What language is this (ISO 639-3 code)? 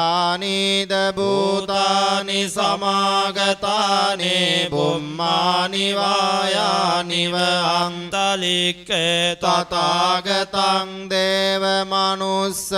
pli